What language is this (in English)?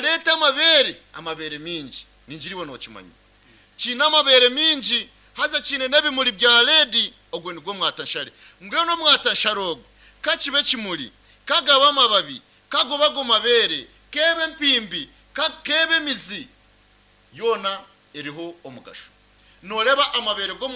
Nyankole